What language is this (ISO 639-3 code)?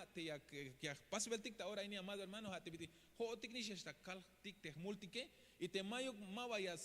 tzh